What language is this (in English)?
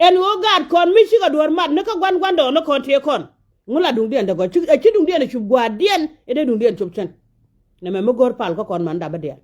Nuer